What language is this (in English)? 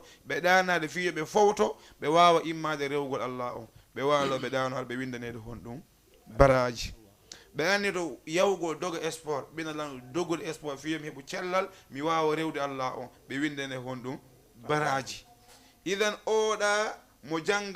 Fula